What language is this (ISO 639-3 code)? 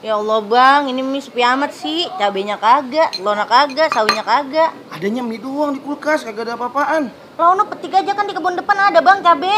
bew